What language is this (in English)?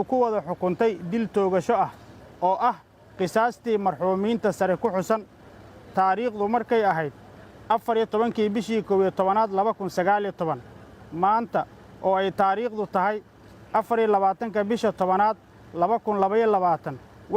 Somali